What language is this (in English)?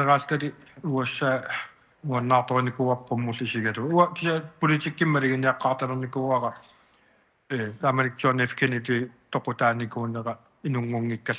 Kalaallisut